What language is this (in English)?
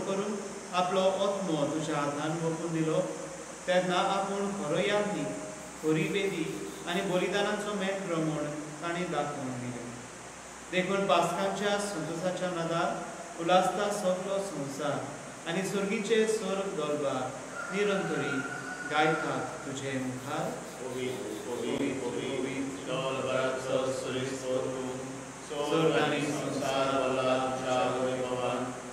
Konkani